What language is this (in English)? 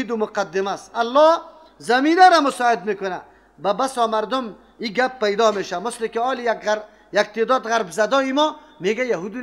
Persian